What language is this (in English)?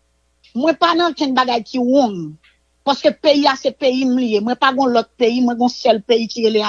Haitian Creole